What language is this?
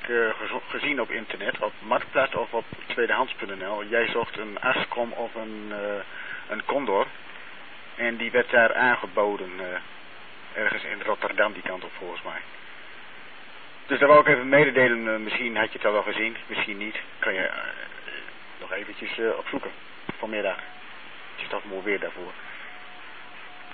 Dutch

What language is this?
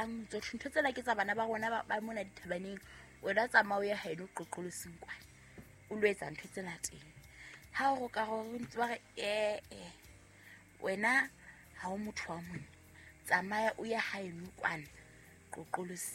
Southern Sotho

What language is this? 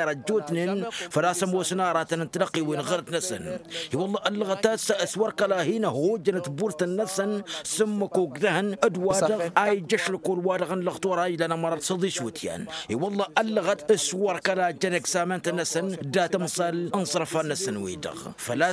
Tamasheq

